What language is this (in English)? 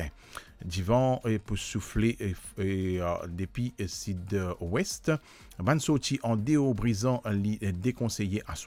Morisyen